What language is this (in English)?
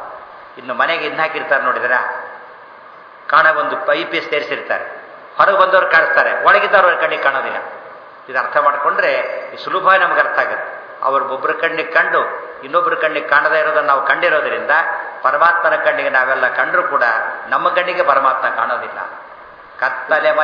Kannada